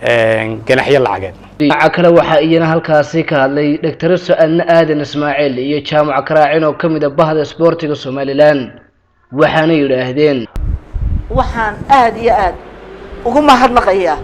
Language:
Somali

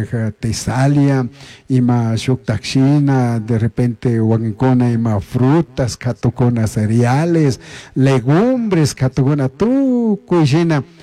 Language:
Chimborazo Highland Quichua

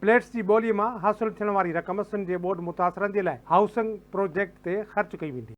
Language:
Sindhi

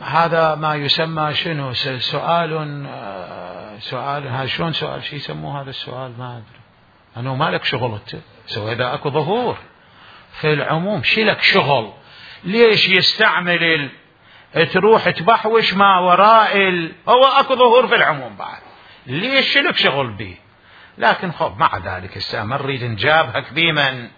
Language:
Mesopotamian Arabic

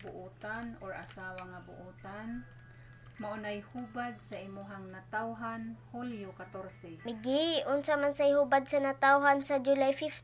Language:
Cebuano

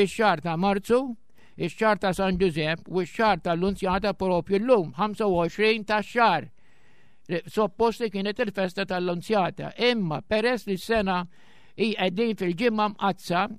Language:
Maltese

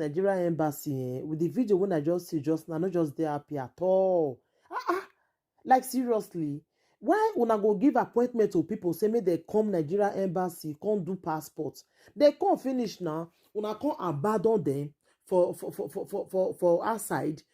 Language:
Nigerian Pidgin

